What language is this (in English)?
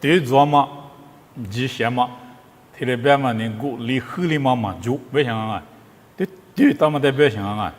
Lisu